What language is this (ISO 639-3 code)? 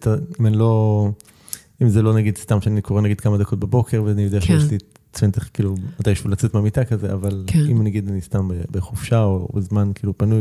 heb